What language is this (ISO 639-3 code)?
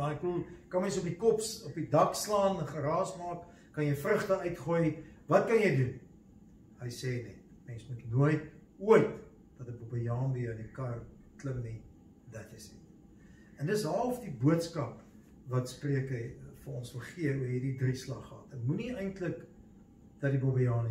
afr